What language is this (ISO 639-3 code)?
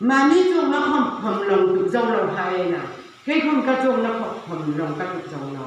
hmr